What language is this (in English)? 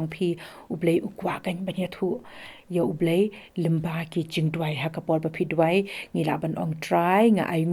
Khasi